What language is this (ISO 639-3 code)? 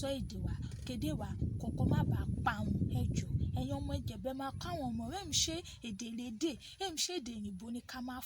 yor